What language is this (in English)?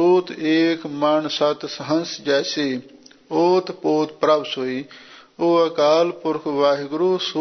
Punjabi